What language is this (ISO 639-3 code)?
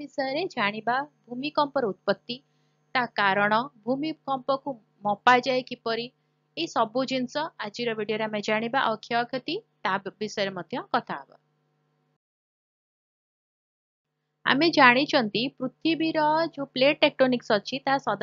ori